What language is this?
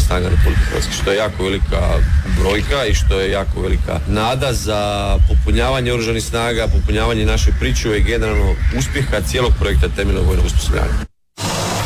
Croatian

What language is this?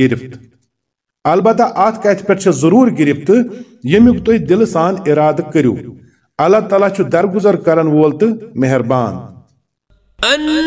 Kashmiri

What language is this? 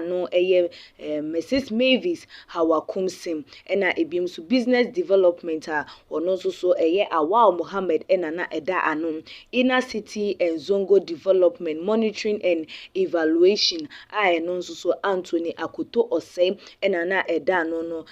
Akan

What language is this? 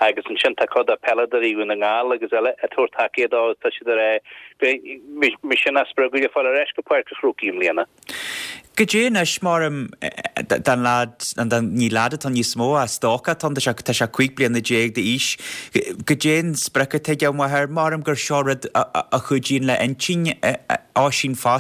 Irish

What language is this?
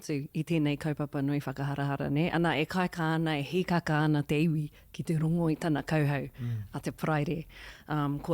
Māori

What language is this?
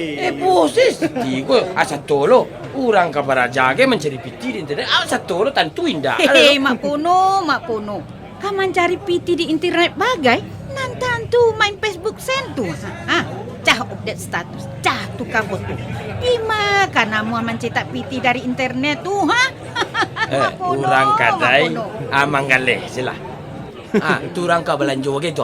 Minangkabau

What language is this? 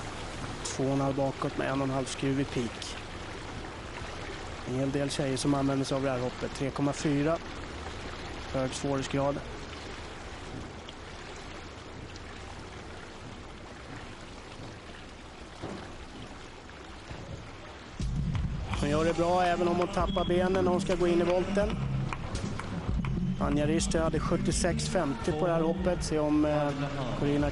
Swedish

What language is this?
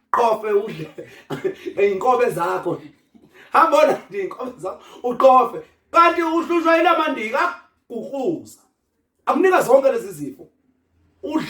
Zulu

